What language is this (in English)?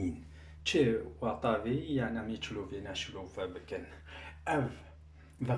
Kurdish